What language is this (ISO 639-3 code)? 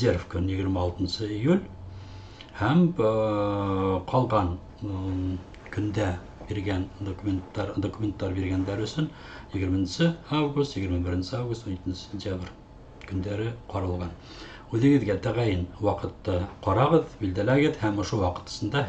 bak